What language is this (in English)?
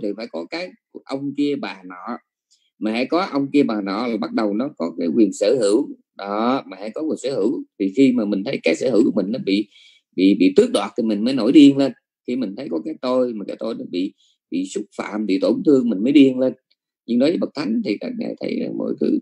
Vietnamese